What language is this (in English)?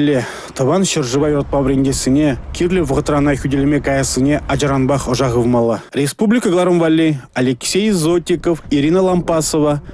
Chuvash